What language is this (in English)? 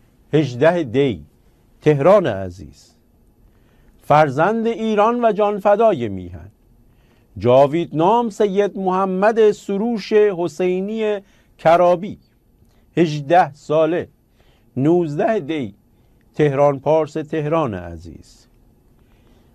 Persian